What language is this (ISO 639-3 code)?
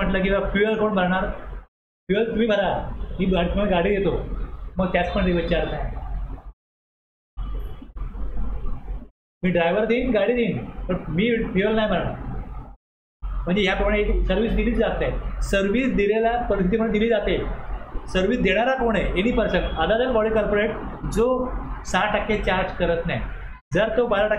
mar